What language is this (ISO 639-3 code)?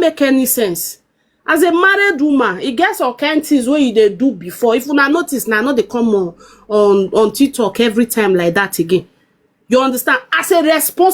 pcm